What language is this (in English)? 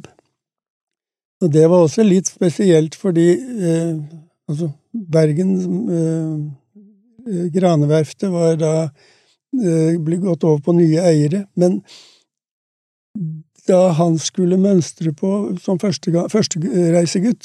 Norwegian